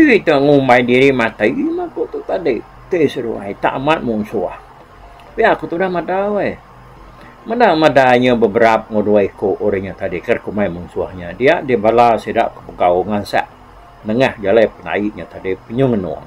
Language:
Iban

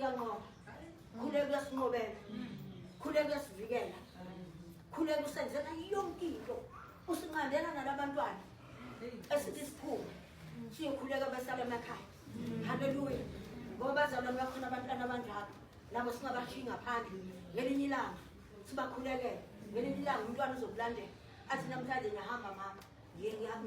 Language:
Zulu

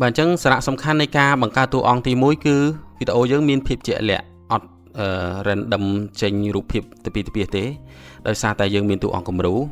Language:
Khmer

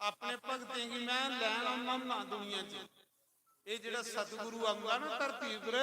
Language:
Dogri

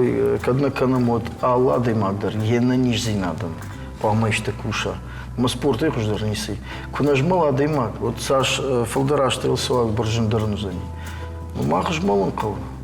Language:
Ossetic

